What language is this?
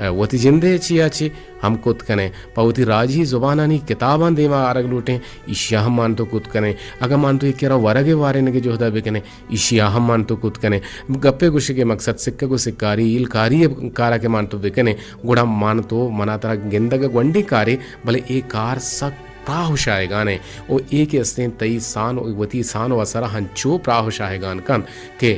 Eastern Balochi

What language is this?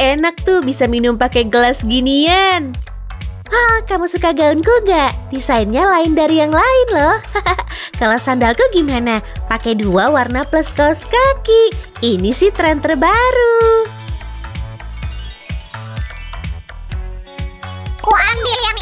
Indonesian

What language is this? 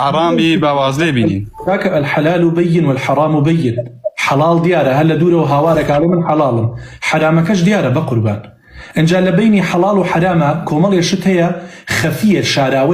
Central Kurdish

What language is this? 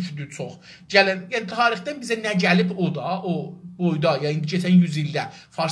South Azerbaijani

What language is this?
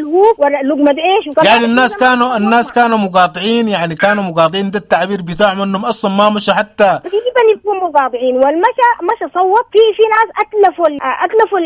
Sudanese Arabic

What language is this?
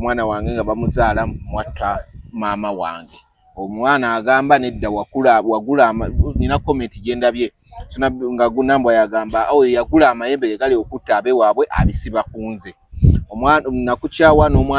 Ganda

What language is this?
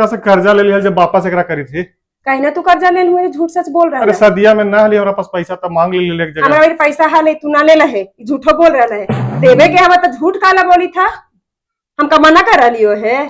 Magahi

